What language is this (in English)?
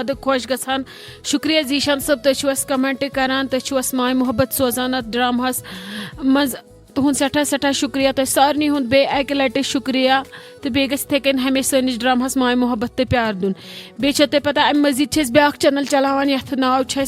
Kashmiri